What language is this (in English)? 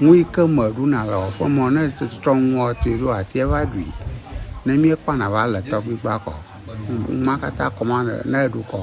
Ewe